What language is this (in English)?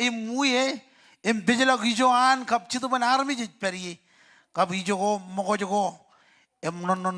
Marshallese